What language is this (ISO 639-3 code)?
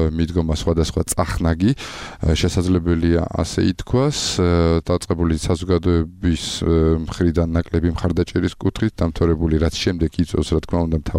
kat